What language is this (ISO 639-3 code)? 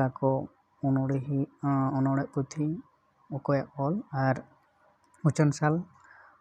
sat